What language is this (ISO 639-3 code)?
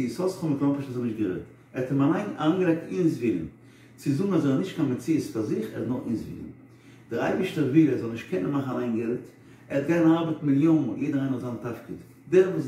yid